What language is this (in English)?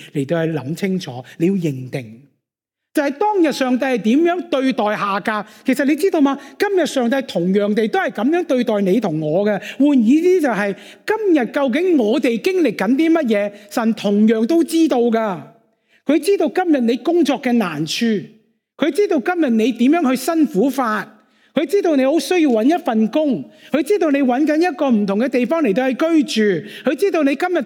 Cantonese